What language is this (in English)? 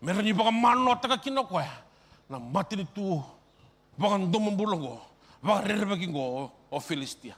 Fijian